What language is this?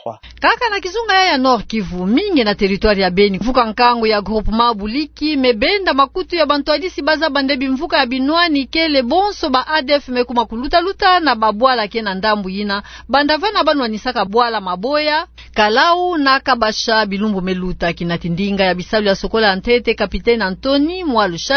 Kituba (Democratic Republic of Congo)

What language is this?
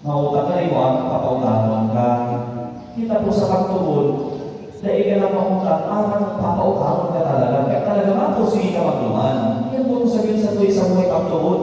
Bikol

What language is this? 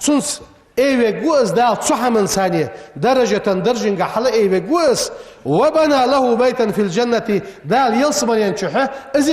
Ingush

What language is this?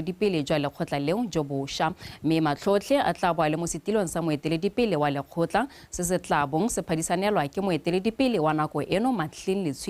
Tswana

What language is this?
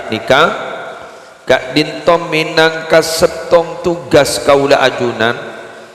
Madurese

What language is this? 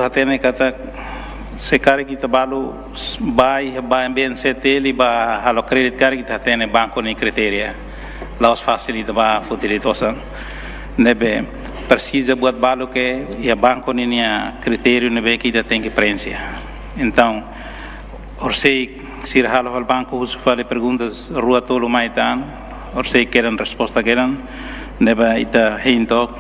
Tetum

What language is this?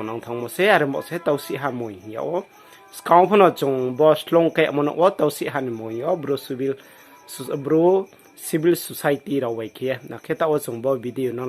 Riang (India)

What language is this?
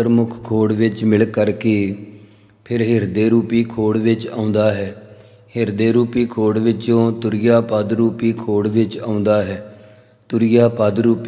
Punjabi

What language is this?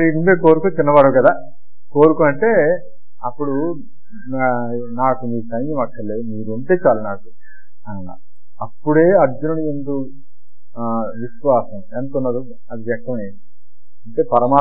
Telugu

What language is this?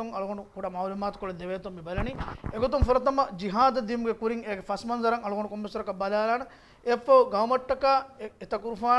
Divehi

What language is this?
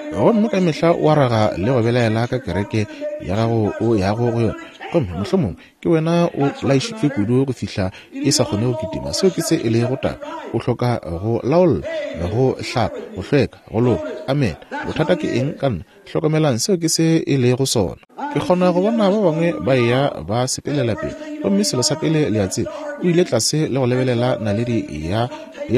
Northern Sotho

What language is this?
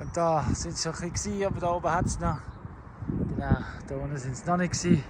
Swiss German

